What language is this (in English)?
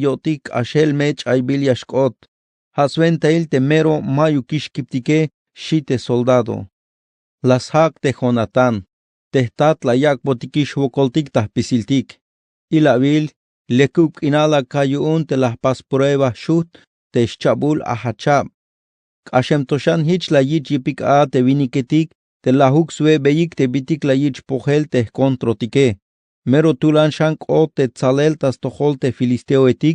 Tzeltal